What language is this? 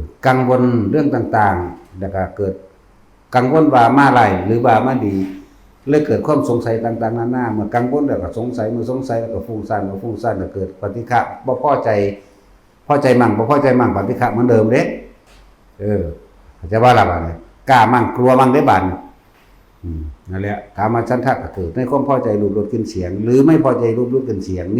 Northeastern Thai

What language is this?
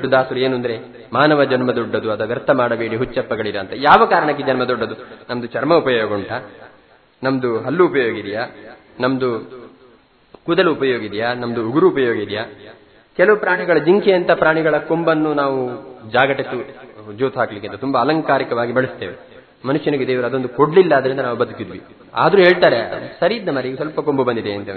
Kannada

